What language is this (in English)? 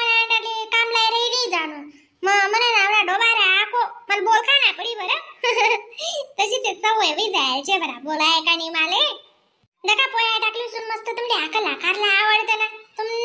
Khandesi